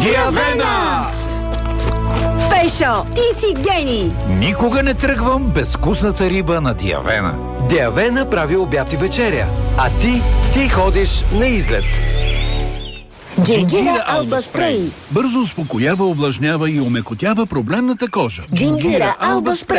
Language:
Bulgarian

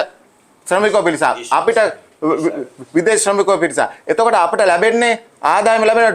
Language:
Sinhala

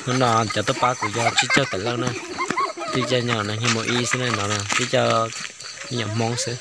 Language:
Hmong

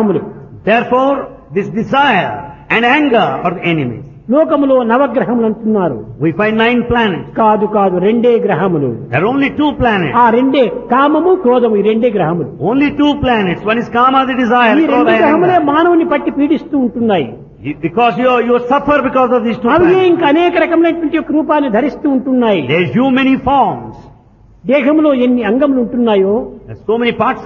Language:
Telugu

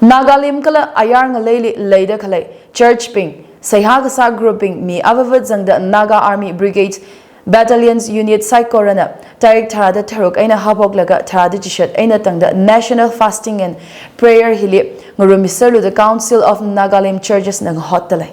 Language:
Tangkhul Naga (India)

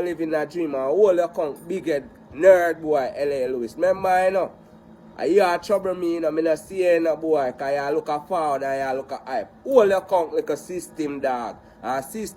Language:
Jamaican Creole English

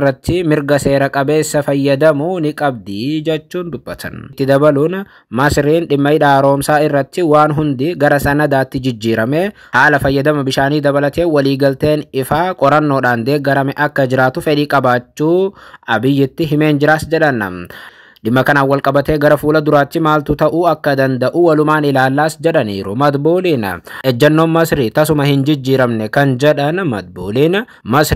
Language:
Oromo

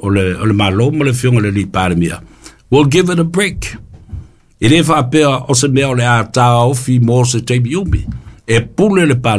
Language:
Samoan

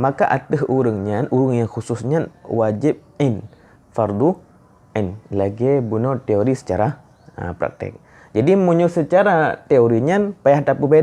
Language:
Achinese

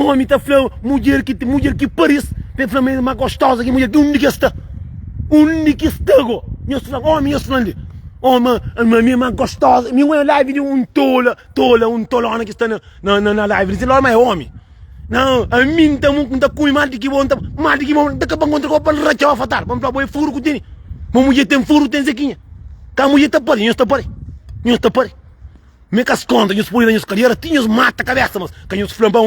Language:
Kabuverdianu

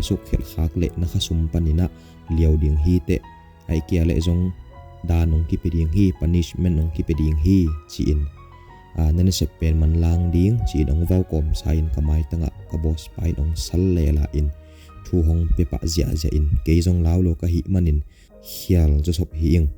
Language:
Tedim Chin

